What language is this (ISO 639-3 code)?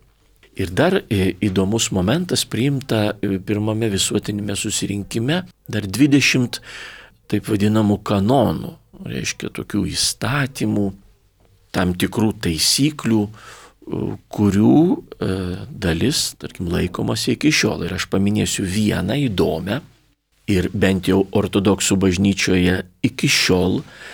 lit